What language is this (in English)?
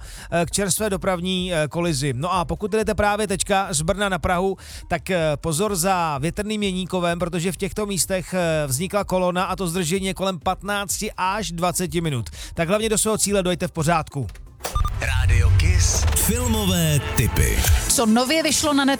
Czech